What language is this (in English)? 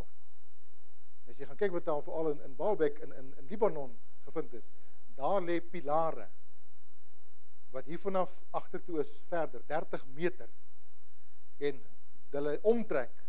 Afrikaans